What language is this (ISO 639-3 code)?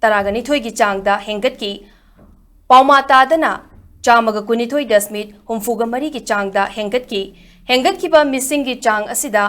mni